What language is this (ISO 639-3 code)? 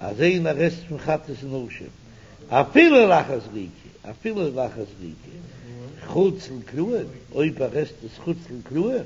yid